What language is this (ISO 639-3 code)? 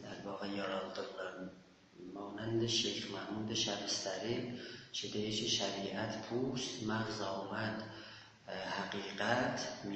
azb